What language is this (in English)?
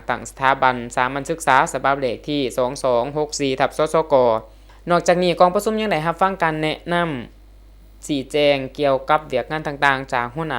Lao